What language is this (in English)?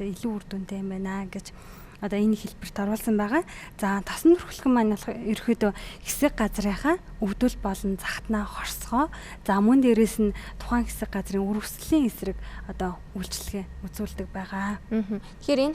Mongolian